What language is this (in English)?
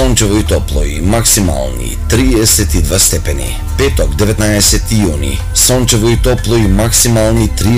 Macedonian